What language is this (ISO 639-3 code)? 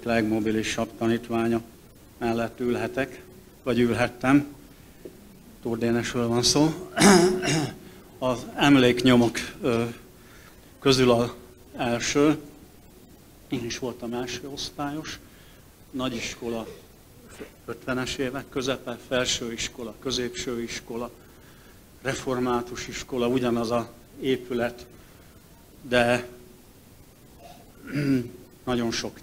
hun